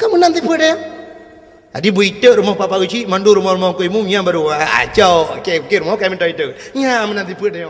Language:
Achinese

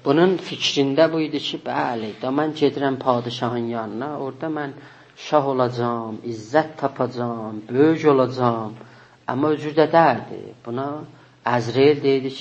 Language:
South Azerbaijani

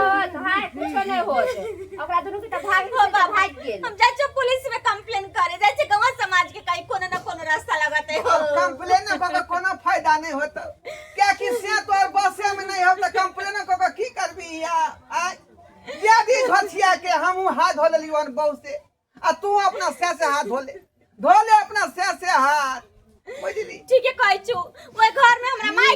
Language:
Maithili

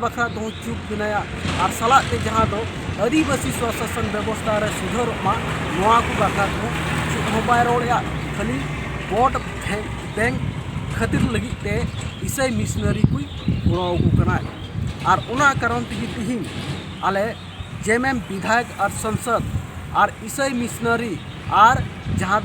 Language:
Santali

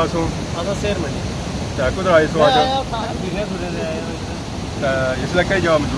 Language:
Pahari-Potwari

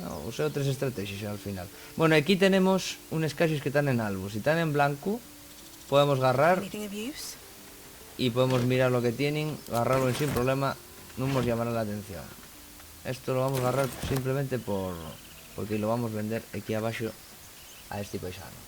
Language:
Asturian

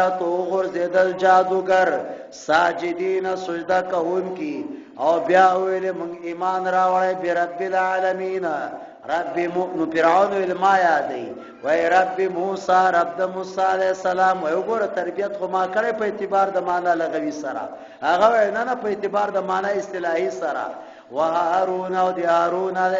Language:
Pashto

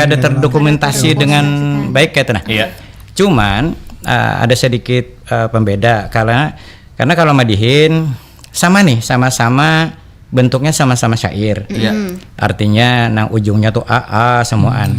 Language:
Banjar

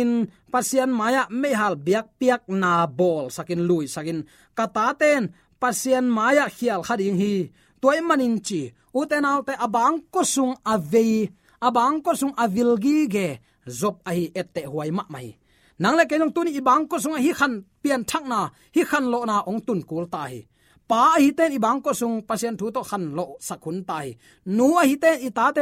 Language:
Tedim Chin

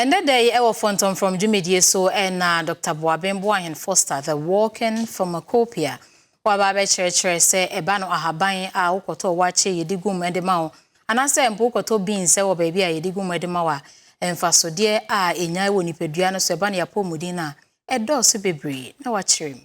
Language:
Akan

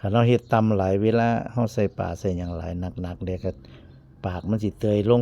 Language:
Northeastern Thai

